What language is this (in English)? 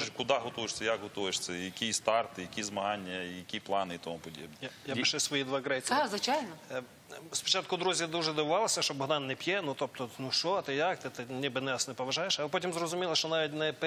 Ukrainian